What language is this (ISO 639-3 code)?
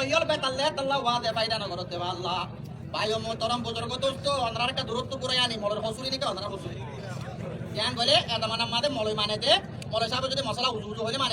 rhg